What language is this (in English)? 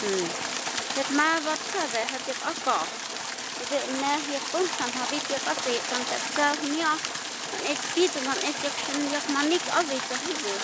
Totontepec Mixe